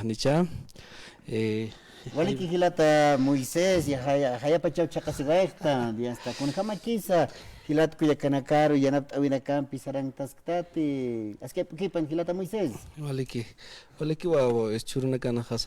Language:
Aymara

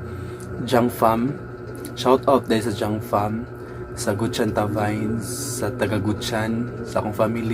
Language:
Cebuano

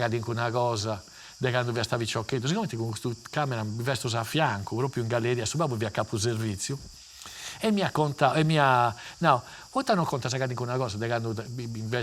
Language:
Sardinian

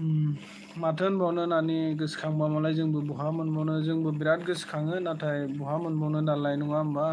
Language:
Bodo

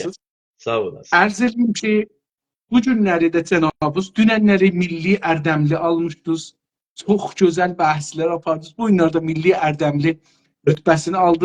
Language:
South Azerbaijani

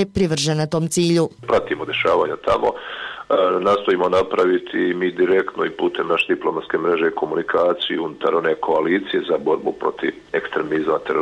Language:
Bosnian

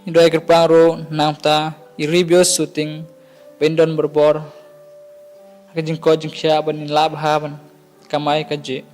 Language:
Khasi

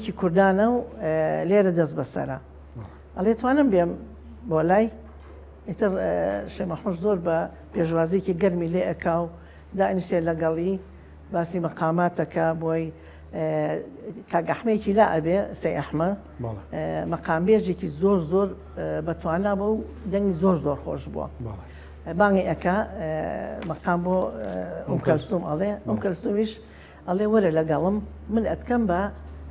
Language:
Central Kurdish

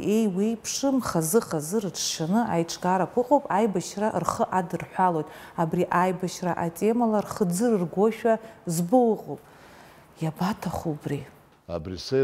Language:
Abkhazian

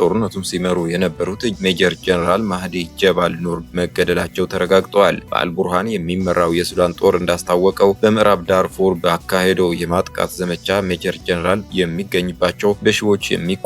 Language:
Amharic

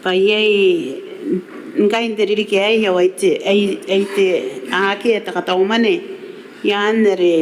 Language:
Gilbertese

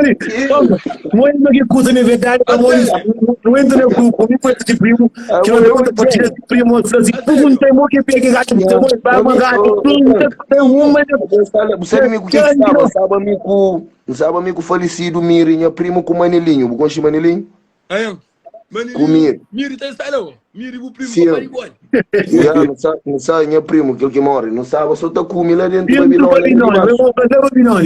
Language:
Kabuverdianu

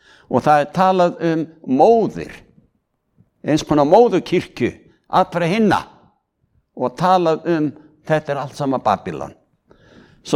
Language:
Icelandic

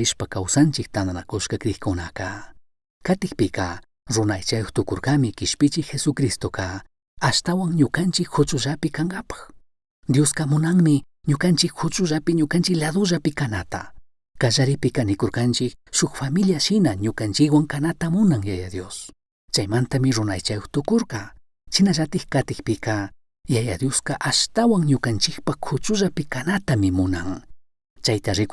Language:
Chimborazo Highland Quichua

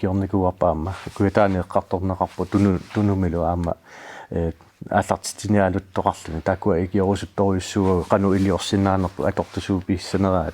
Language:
Kalaallisut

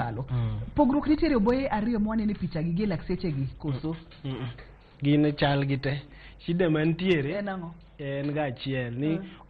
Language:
Luo (Kenya and Tanzania)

